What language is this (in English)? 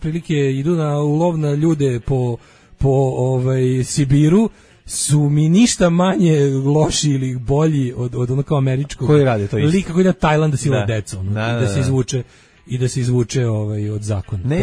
Serbian